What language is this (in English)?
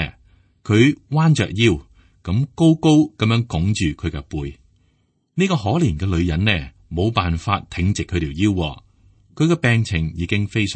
Cantonese